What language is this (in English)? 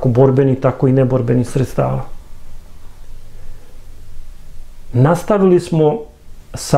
Serbian